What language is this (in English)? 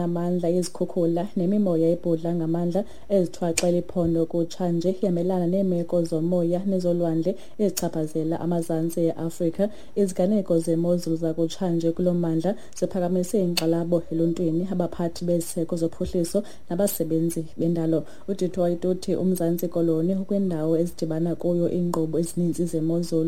Xhosa